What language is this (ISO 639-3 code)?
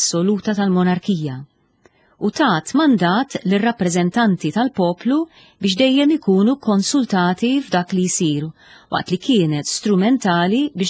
mlt